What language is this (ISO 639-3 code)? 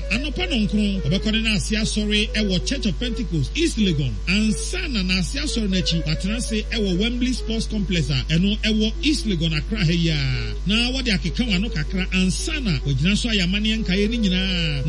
aka